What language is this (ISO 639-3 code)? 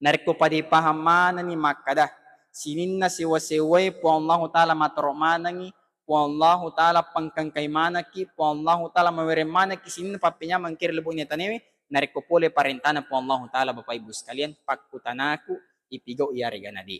bug